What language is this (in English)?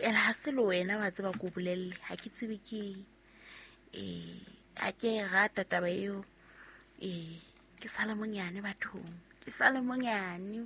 Southern Sotho